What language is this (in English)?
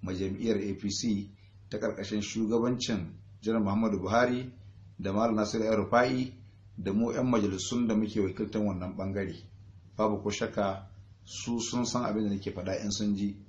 Hausa